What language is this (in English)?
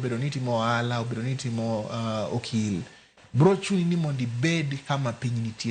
Luo (Kenya and Tanzania)